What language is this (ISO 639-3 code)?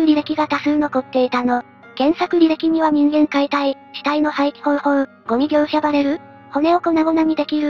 jpn